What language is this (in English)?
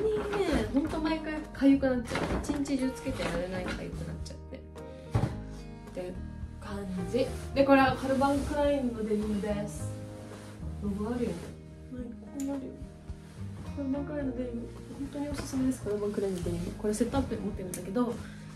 Japanese